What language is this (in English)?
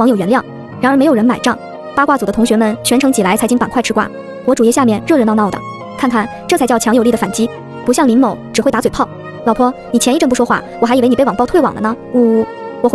Chinese